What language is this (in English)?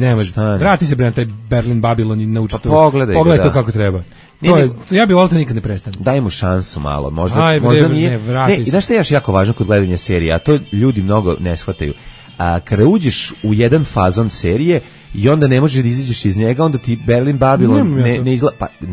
Serbian